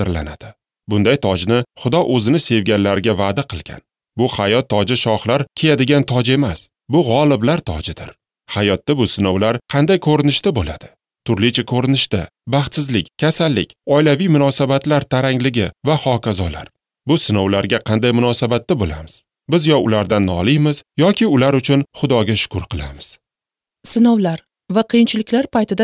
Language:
Uzbek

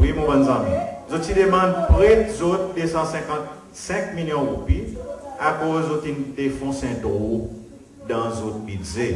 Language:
Seselwa Creole French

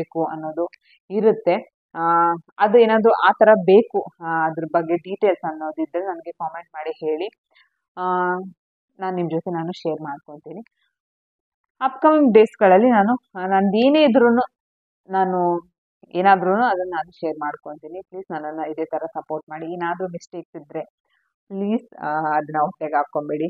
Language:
Kannada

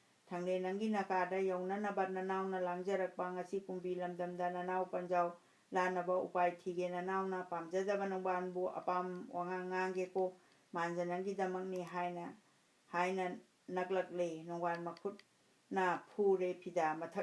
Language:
Manipuri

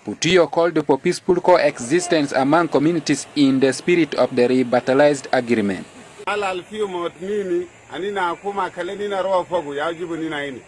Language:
Sudanese Creole Arabic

